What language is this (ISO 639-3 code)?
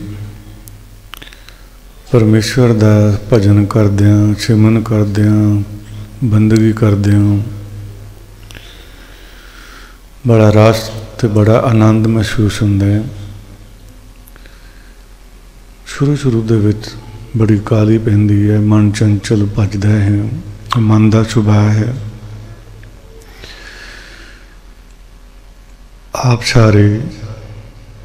pan